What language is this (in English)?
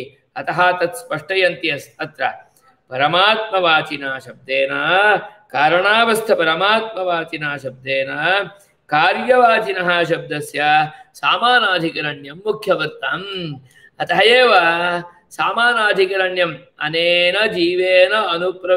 Sanskrit